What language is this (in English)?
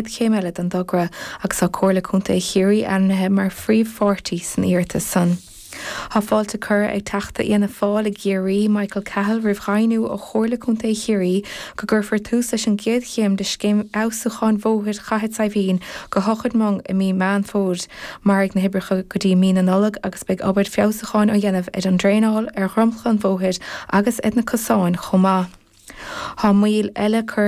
Irish